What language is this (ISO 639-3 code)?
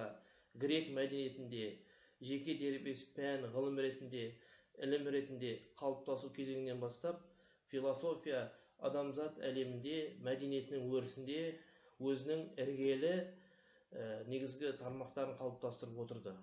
kaz